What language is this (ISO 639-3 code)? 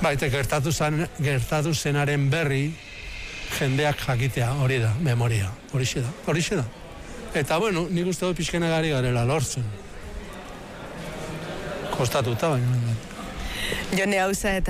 eus